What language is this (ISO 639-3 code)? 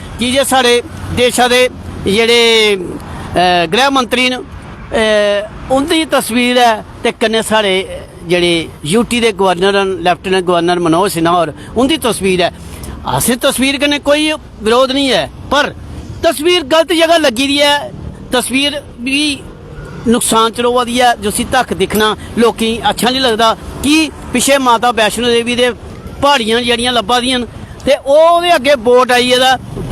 doi